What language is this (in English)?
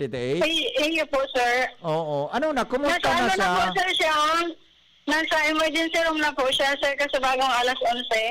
Bikol